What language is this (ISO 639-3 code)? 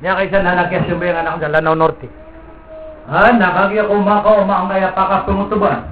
mrw